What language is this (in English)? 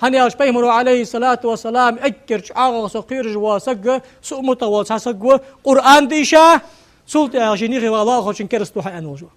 Ingush